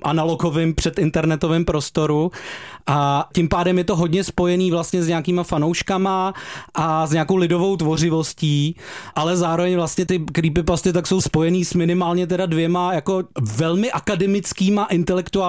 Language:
Czech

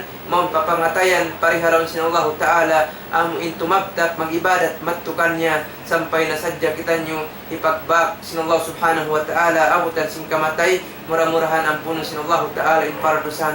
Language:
Tausug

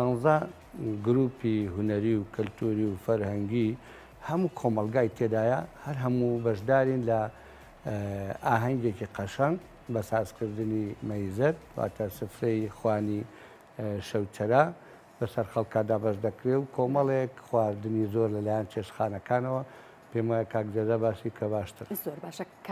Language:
Central Kurdish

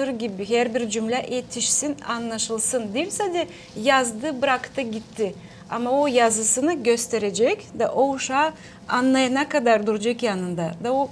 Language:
Gagauz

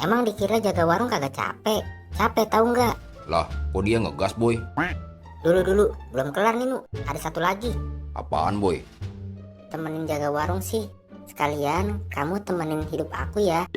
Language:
Betawi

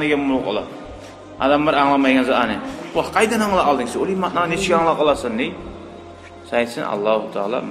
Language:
Kumyk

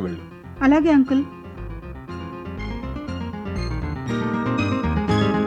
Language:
Telugu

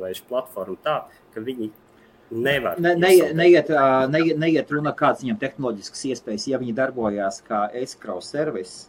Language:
Latvian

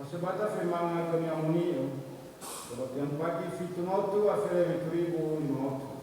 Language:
Nias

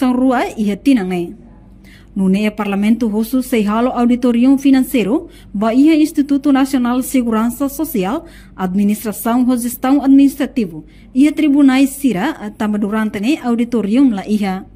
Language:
Tetum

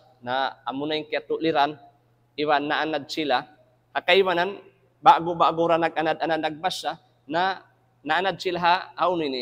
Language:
Tausug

